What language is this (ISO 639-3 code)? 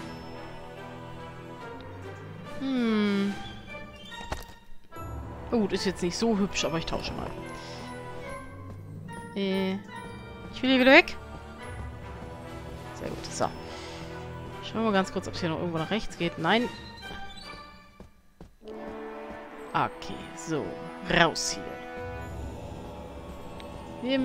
deu